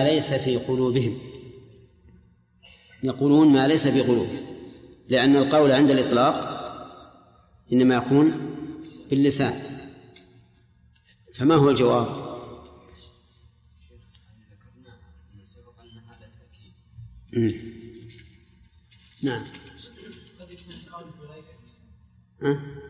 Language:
Arabic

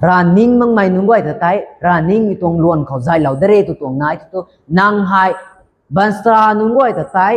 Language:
Rongmei Naga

